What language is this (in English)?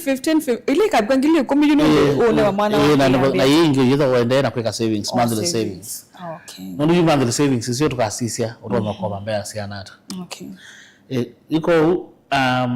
Kamba